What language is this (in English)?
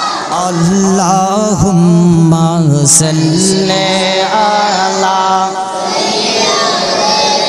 Bangla